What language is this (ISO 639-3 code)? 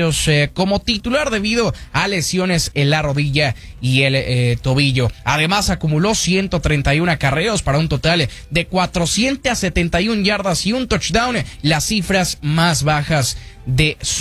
spa